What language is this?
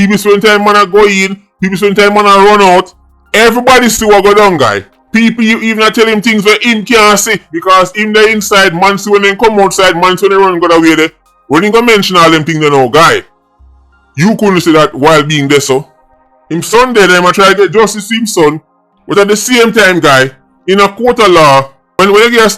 Jamaican Creole English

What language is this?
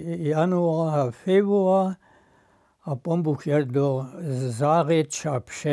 Upper Sorbian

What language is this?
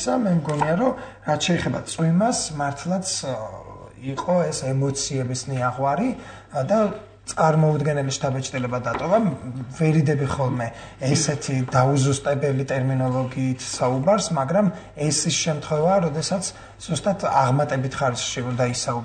Georgian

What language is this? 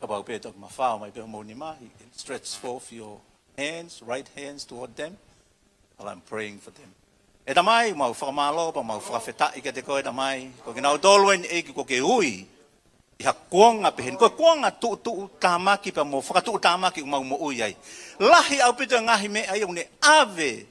Tongan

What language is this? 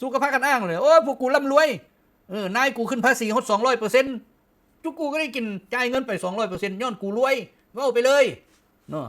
Lao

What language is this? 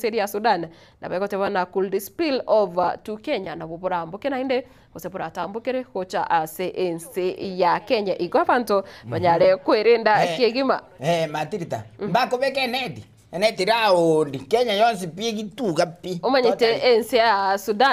Gusii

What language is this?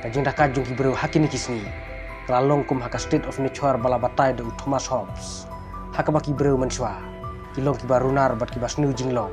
Khasi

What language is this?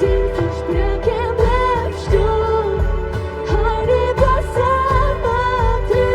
Plautdietsch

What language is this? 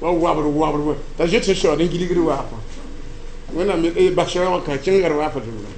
Mossi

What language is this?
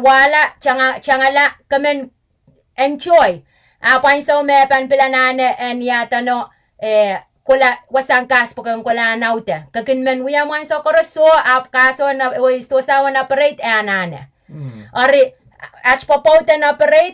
Pohnpeian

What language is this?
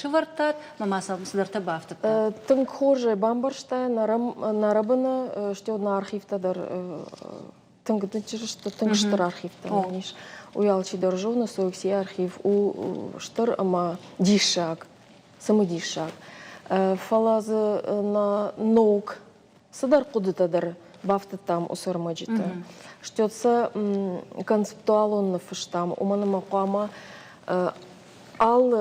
Ossetic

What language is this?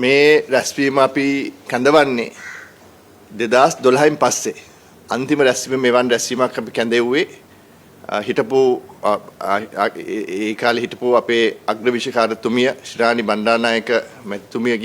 Sinhala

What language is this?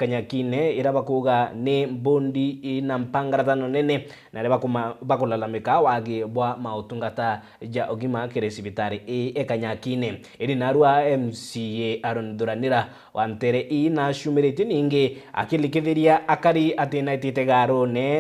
Meru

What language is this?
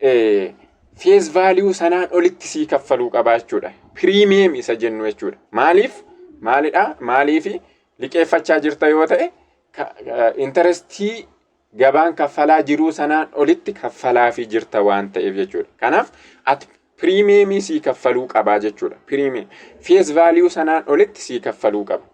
Oromo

